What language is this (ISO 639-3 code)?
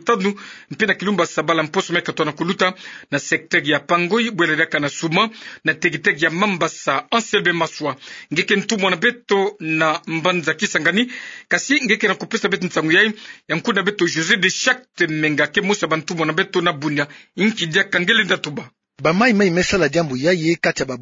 ktu